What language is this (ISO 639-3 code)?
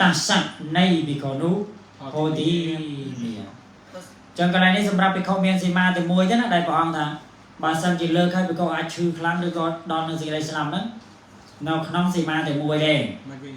khm